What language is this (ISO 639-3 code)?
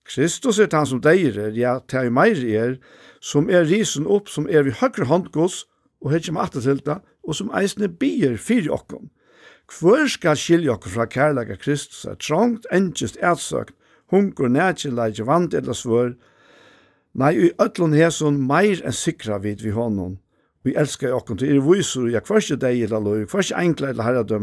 fao